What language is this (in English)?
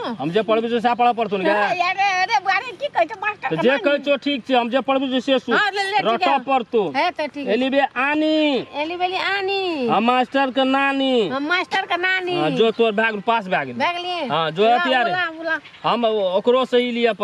Maithili